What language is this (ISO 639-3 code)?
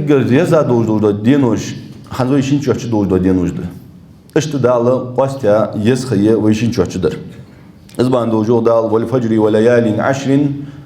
inh